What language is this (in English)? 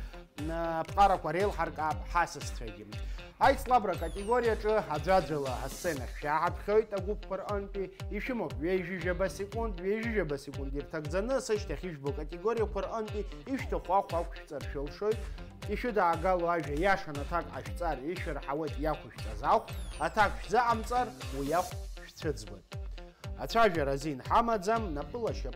Abkhazian